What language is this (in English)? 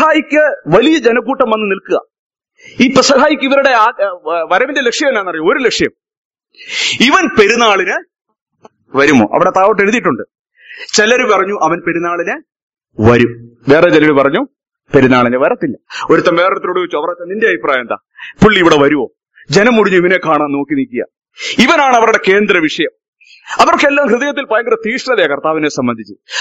Malayalam